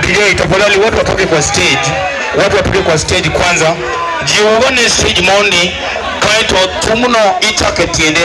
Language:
Luo (Kenya and Tanzania)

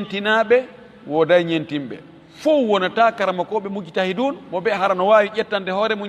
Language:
Fula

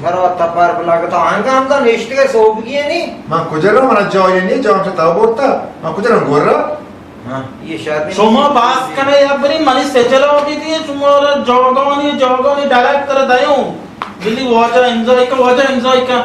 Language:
Baluchi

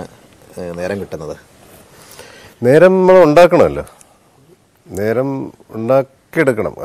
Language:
Malayalam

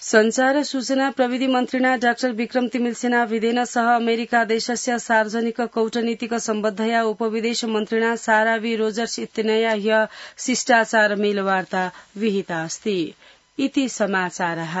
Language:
Sanskrit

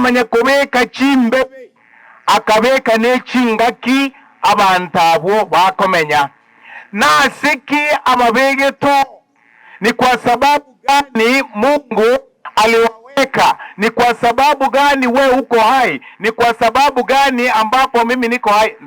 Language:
Gusii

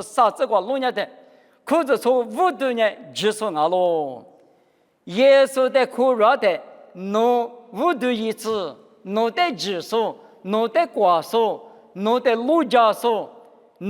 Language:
Lisu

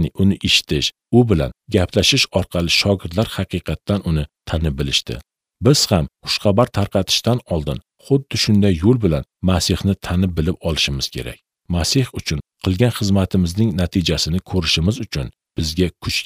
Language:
Uzbek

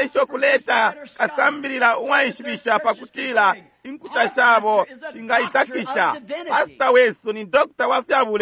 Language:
Bemba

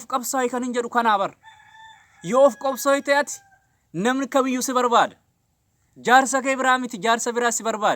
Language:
Oromo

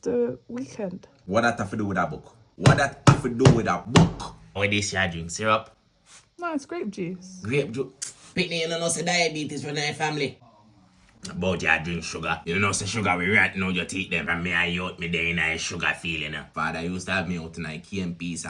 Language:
Jamaican Creole English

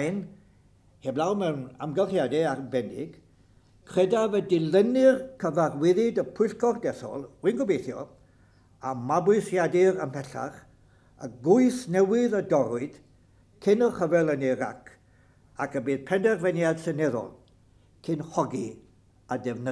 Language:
Welsh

